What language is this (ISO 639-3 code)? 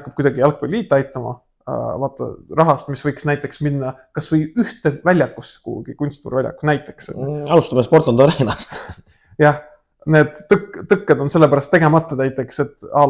est